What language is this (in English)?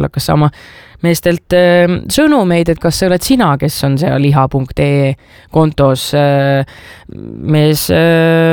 Estonian